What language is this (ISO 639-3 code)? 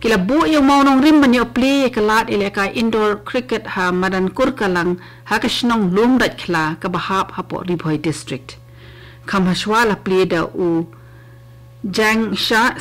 kha